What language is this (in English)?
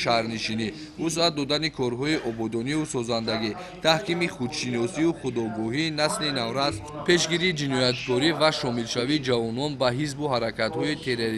Tajik